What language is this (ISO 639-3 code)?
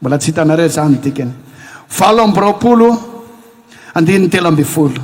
mlg